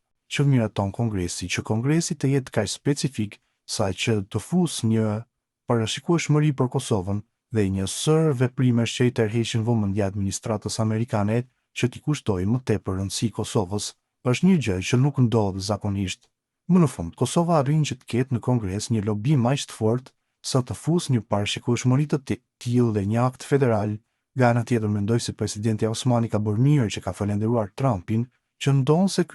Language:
Albanian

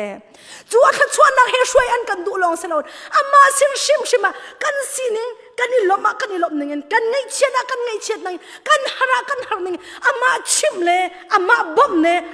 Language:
Hakha Chin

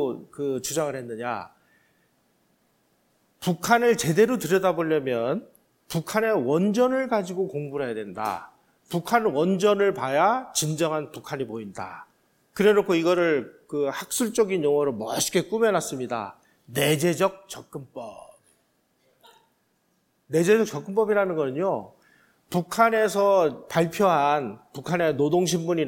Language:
Korean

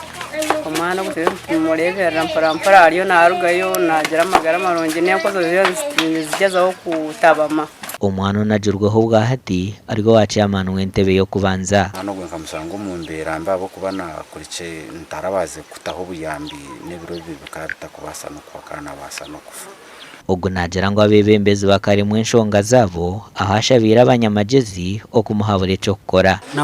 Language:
Nyankole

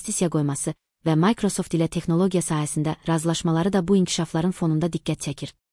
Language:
Azerbaijani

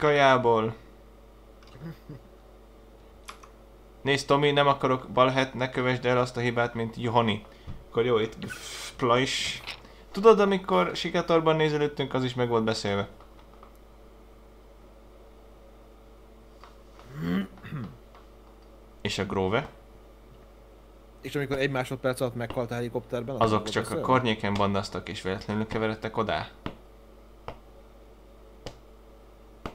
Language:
Hungarian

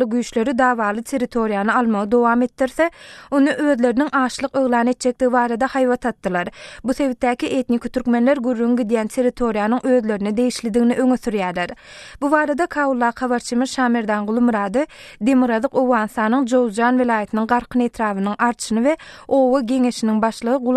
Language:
Turkmen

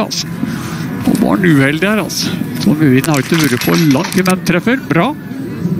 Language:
Norwegian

